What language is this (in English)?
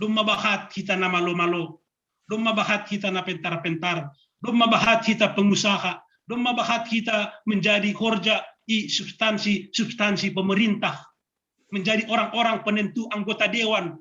Batak Simalungun